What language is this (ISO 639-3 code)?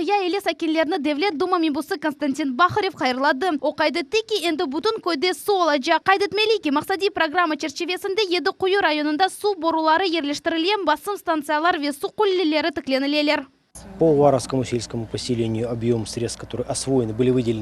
crh